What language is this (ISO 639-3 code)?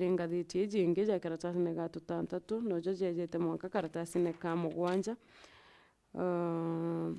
mer